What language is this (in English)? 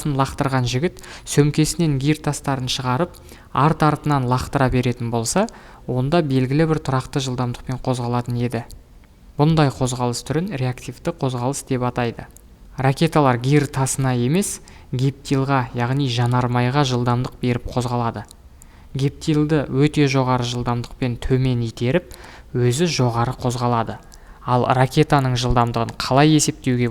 Kazakh